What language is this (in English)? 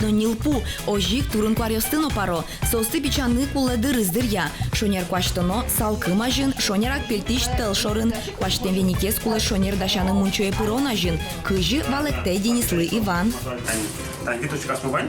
Udmurt